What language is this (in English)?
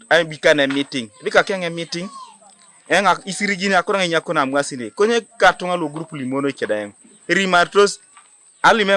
Teso